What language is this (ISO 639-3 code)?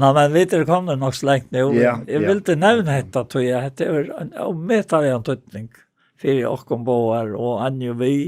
fao